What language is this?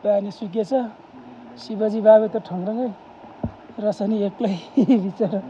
Nepali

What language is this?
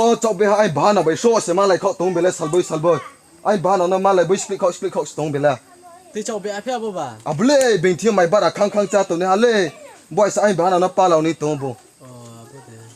Riang (India)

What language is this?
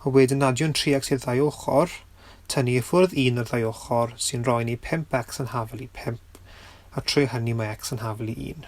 Welsh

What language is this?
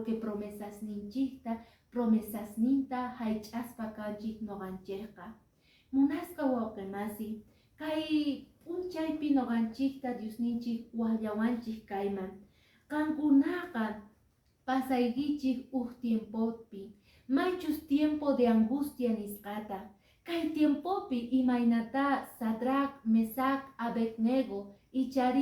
Quechua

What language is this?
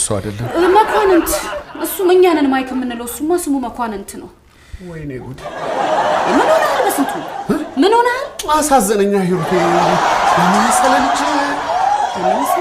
Amharic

